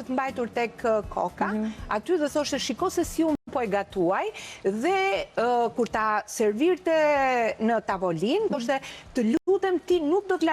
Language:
Albanian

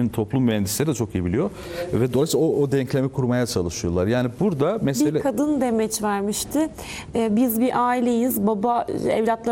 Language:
Turkish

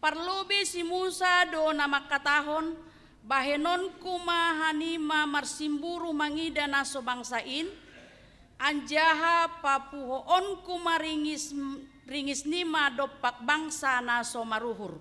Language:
Batak Simalungun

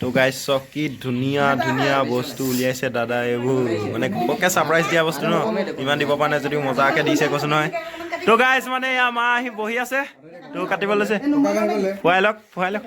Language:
Assamese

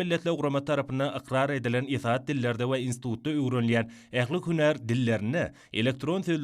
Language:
Turkmen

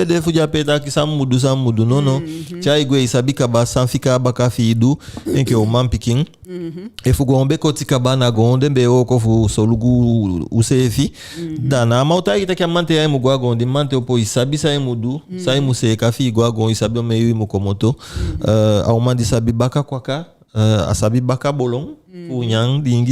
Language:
Eastern Maroon Creole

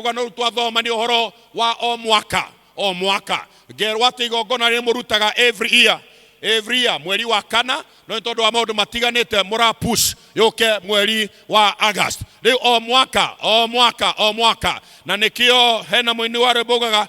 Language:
Kikuyu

